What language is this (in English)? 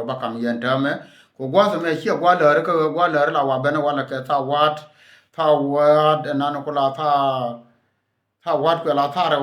Nuer